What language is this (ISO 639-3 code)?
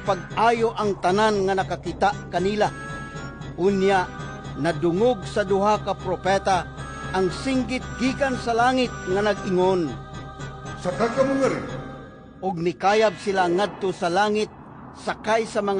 ceb